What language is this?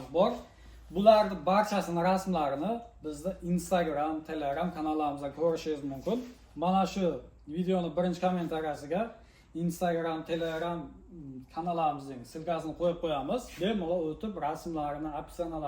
Uzbek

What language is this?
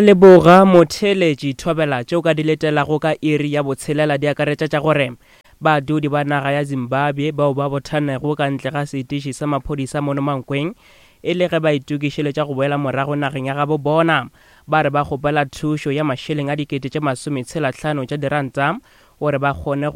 Northern Sotho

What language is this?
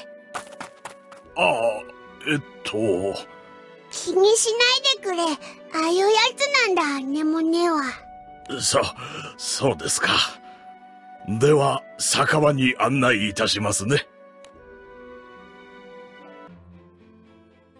Japanese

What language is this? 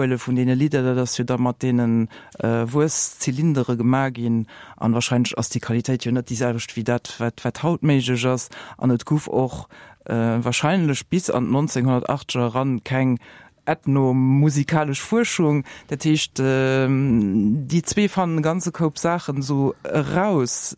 Luxembourgish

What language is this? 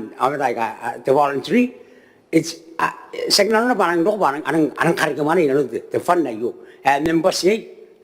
Gilbertese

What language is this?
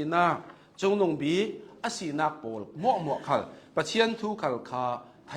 Hakha Chin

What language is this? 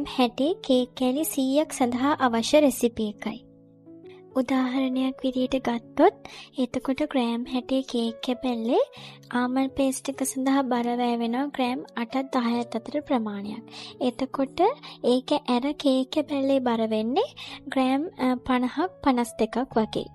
Sinhala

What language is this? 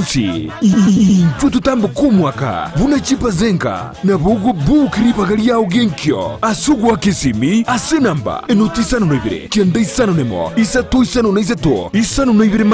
Gusii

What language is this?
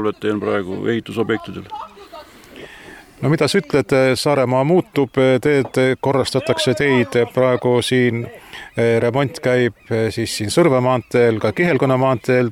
Estonian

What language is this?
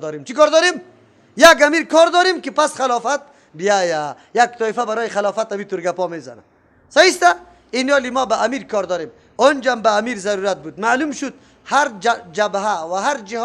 Persian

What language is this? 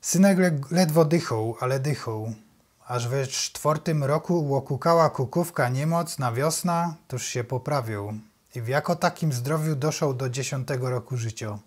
Silesian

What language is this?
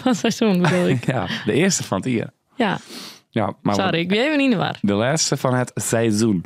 Western Frisian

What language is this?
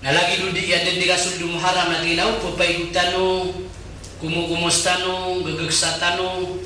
Maranao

